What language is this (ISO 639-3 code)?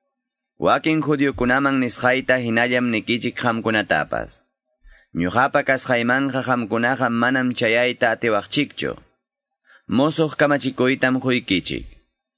que